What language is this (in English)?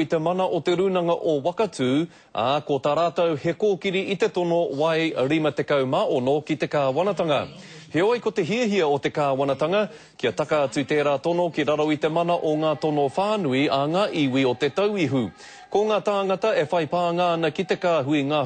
Māori